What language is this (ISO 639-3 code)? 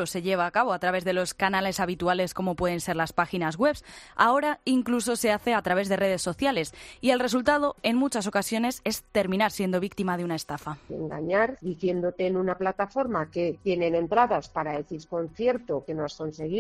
spa